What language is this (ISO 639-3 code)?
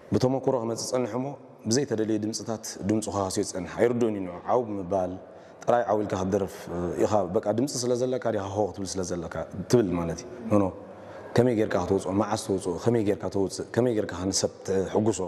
tir